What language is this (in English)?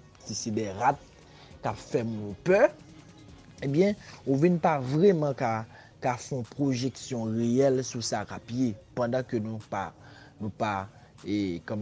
Haitian Creole